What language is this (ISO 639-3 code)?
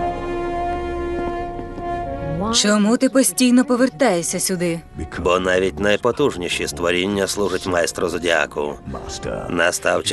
ukr